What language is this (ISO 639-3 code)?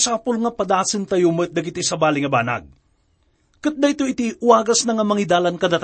ilo